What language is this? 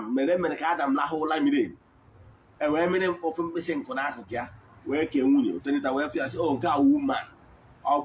Igbo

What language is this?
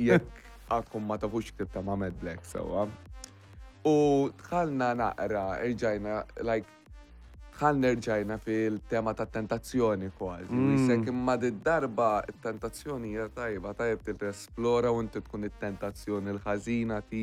Maltese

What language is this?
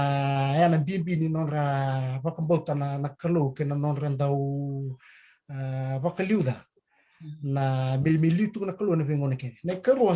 Fijian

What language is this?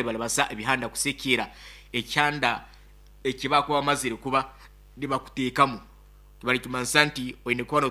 Nyankole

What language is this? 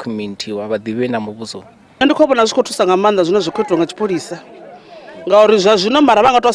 Venda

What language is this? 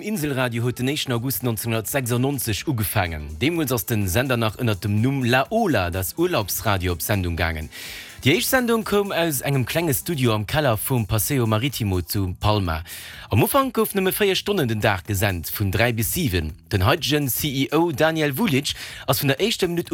Luxembourgish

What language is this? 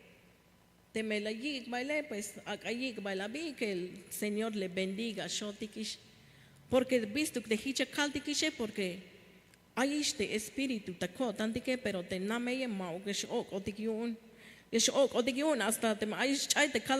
Tzeltal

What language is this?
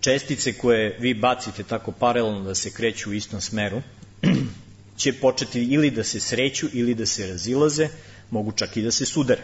Serbian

